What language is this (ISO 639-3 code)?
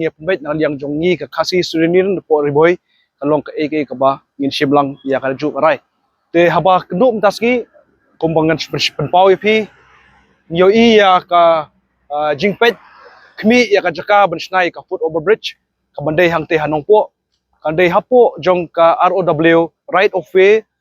kha